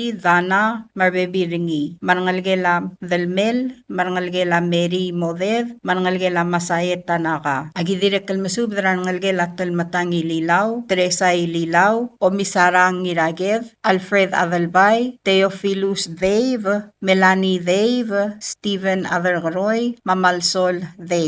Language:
Palauan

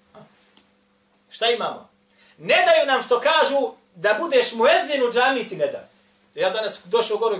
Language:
Bosnian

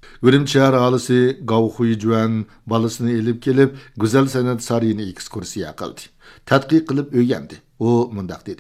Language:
Uyghur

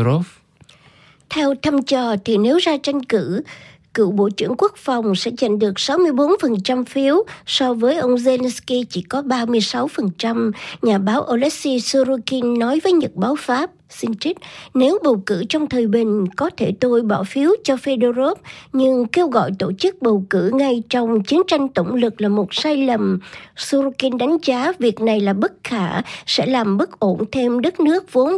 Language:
Vietnamese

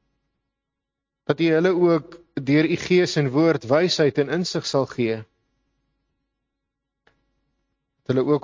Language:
Afrikaans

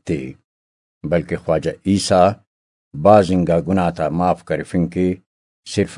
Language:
Brahui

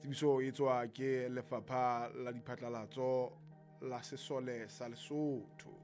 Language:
Southern Sotho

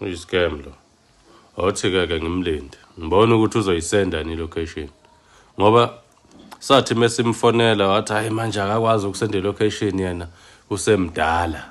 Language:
Zulu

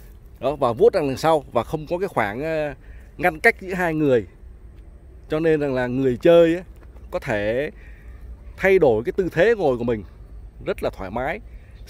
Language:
Vietnamese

